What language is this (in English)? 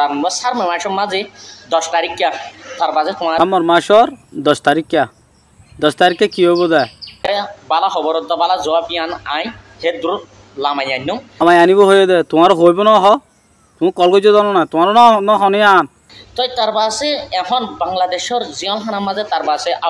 Rohingya